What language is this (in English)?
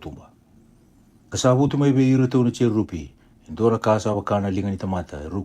Fijian